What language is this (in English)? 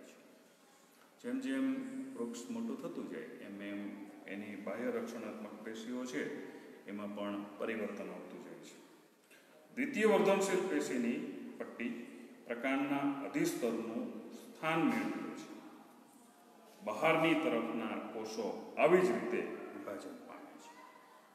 Gujarati